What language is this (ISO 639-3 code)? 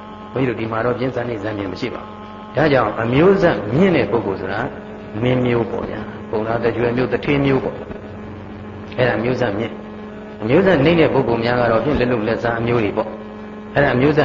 mya